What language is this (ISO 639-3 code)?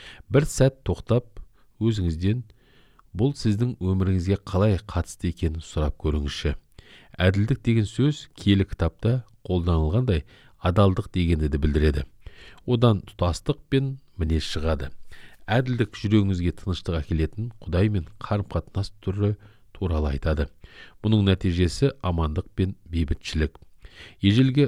kaz